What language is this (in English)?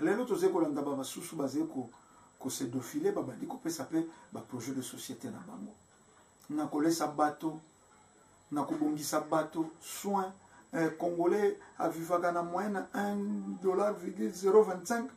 Lingala